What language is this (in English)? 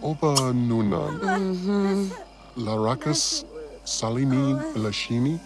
Bavarian